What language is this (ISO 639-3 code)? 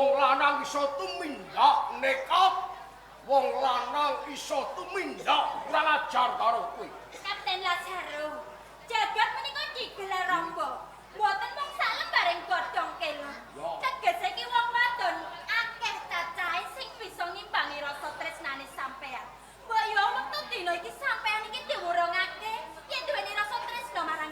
jav